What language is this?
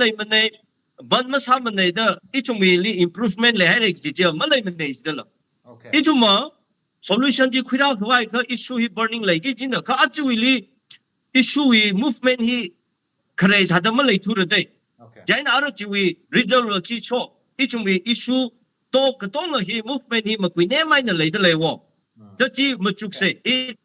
Tangkhul Naga (India)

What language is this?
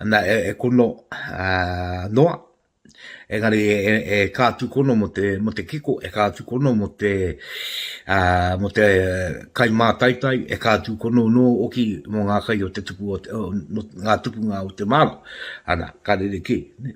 Māori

